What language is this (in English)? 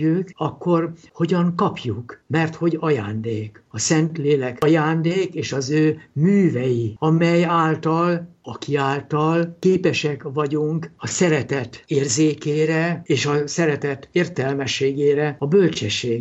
Hungarian